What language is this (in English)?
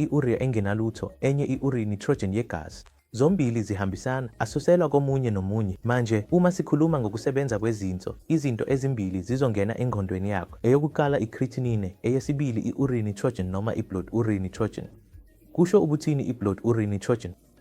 Zulu